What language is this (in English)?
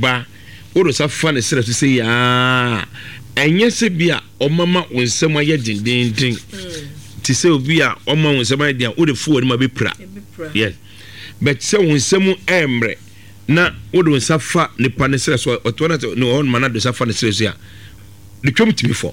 Akan